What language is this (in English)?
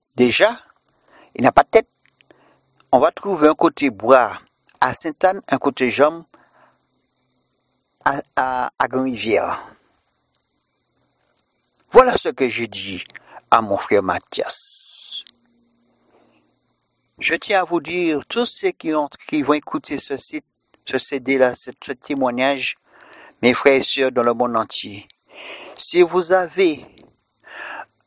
French